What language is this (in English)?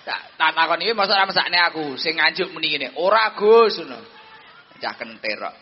Javanese